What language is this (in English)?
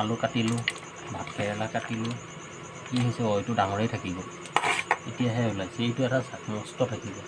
Assamese